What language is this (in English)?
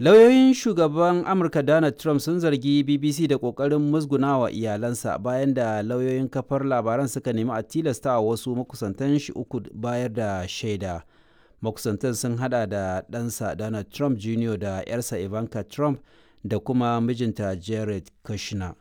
Hausa